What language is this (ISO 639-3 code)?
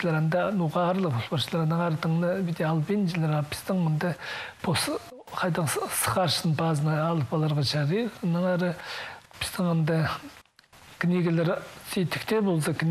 kjh